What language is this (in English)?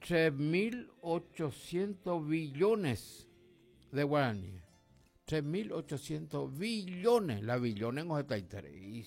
Guarani